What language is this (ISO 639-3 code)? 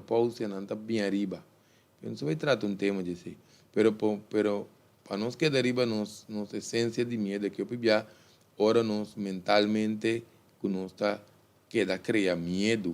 pap